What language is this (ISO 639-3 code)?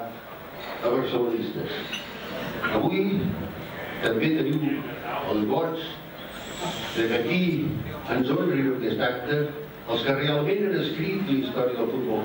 cat